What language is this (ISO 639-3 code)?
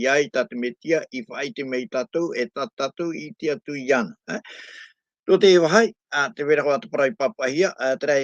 tah